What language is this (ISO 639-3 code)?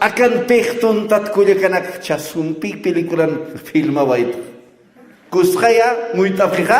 aym